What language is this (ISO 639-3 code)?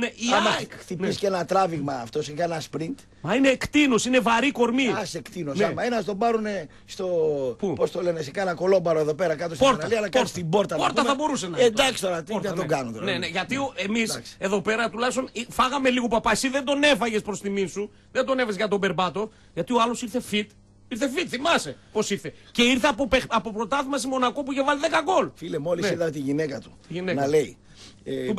ell